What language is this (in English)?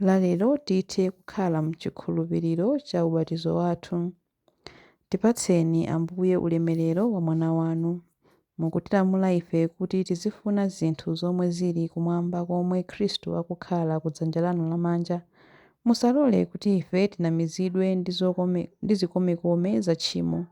Nyanja